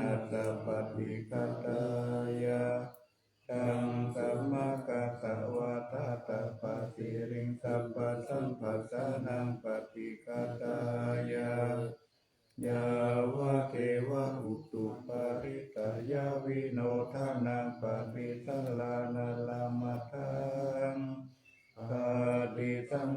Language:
Pali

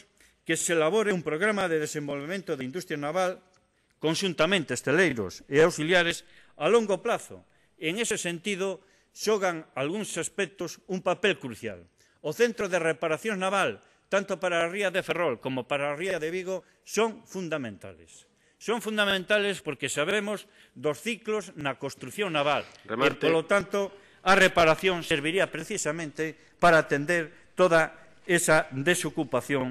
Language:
Galician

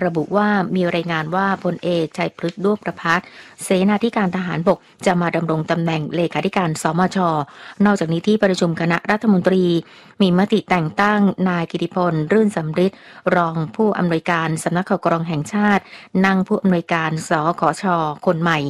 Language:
Thai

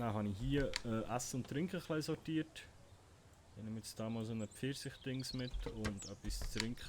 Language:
Swiss German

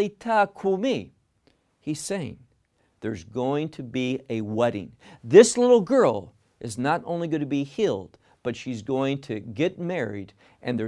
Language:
English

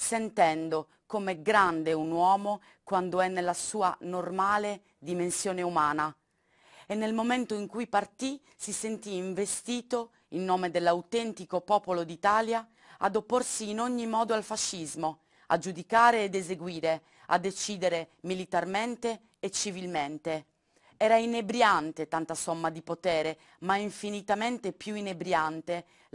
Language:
Italian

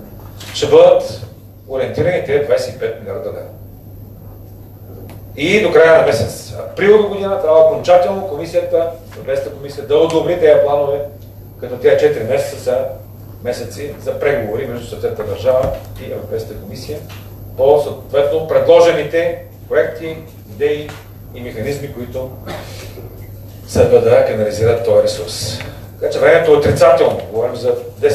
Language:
Bulgarian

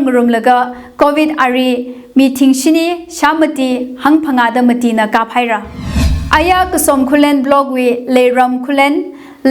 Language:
Tangkhul Naga (India)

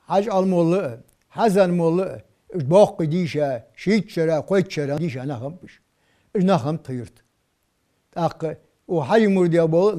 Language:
Ingush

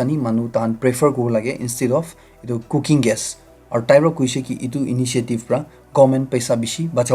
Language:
Naga Pidgin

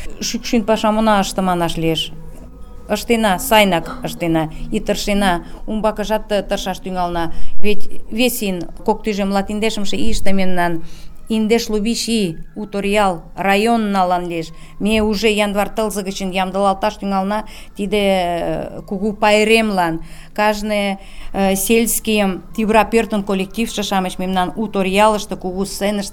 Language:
Mari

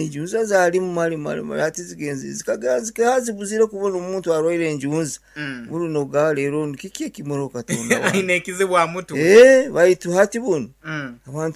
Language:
Nyankole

